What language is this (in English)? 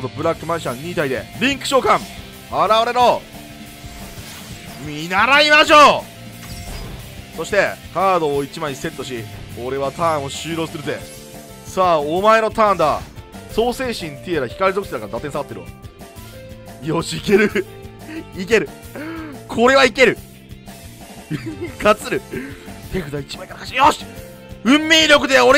Japanese